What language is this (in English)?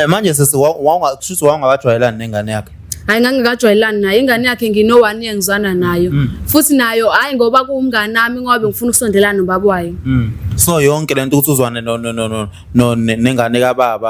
Zulu